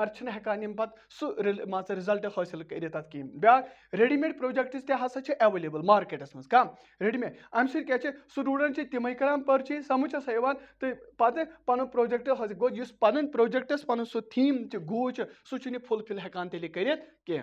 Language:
Kashmiri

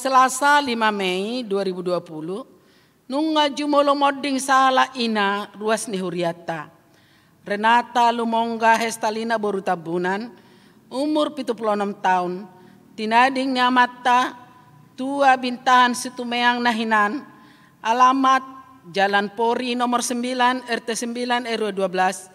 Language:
Batak Toba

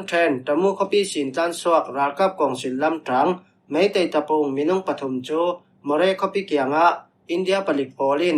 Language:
Falam Chin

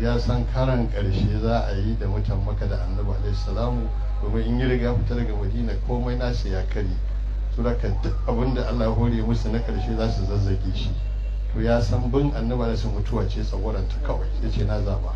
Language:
Hausa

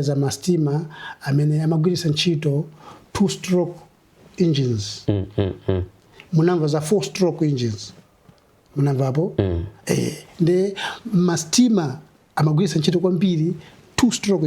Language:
Nyanja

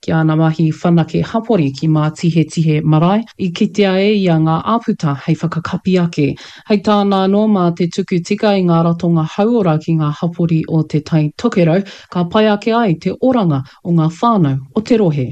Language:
Māori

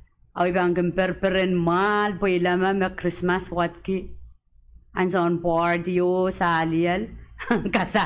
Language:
Pohnpeian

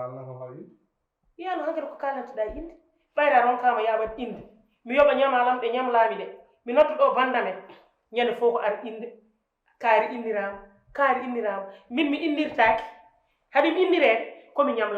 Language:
Fula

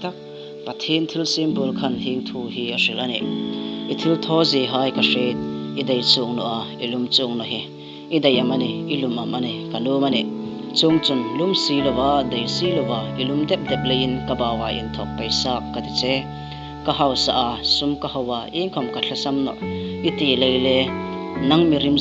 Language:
Hmar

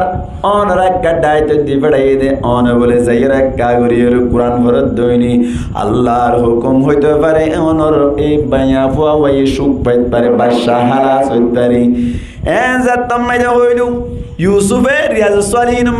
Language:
Rohingya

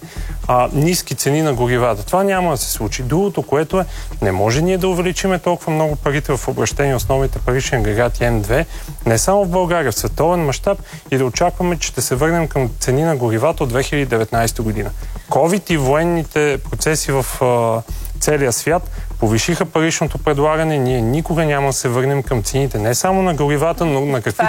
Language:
Bulgarian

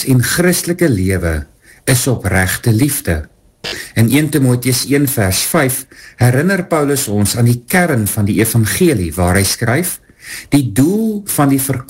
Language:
Afrikaans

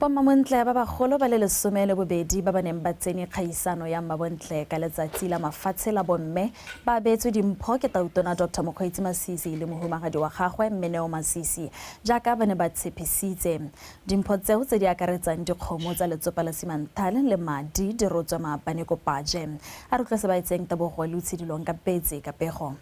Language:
Tswana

